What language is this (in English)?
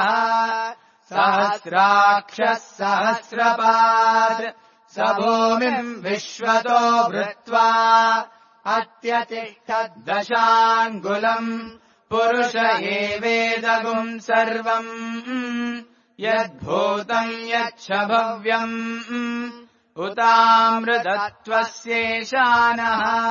Sanskrit